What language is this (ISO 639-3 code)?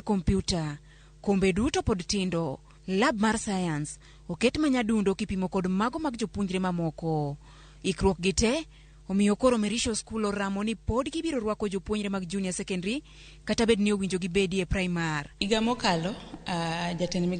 luo